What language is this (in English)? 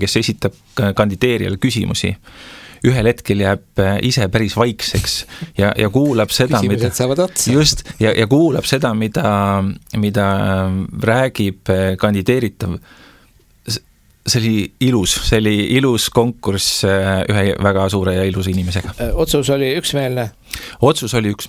Estonian